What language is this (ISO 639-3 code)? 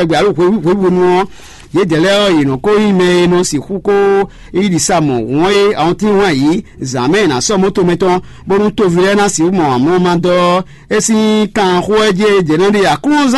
fon